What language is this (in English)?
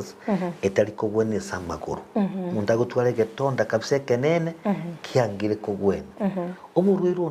Gusii